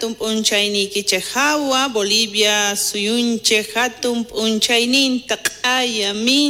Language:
South Bolivian Quechua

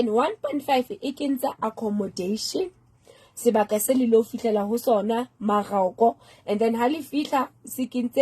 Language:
Southern Sotho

